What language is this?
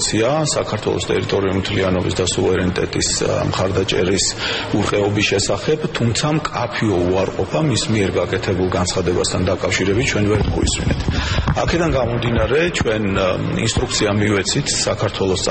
Georgian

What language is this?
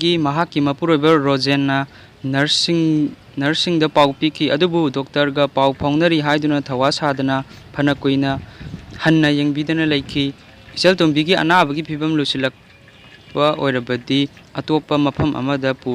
Manipuri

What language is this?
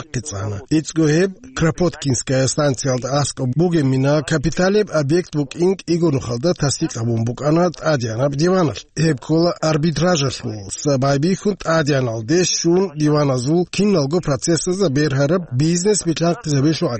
Avaric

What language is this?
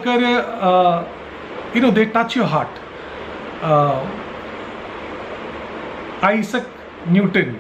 Malayalam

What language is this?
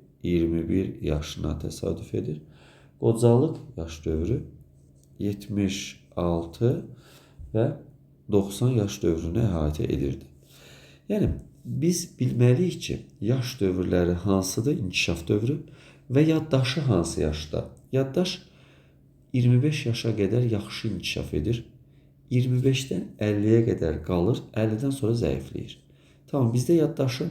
Azerbaijani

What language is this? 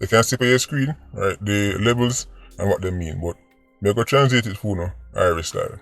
Jamaican Creole English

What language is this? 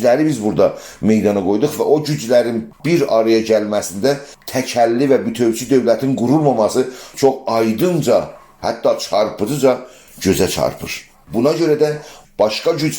South Azerbaijani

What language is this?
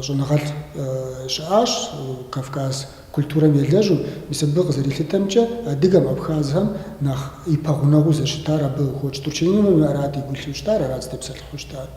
Kabardian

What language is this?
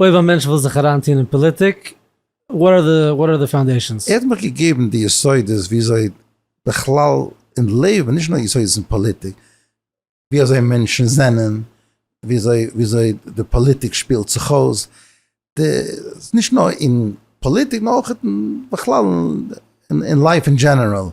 Yiddish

